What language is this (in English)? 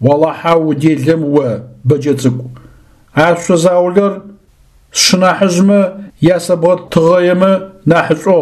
Adyghe